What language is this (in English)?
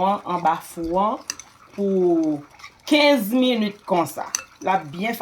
Haitian Creole